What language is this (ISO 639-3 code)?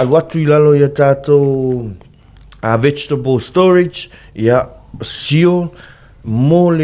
smo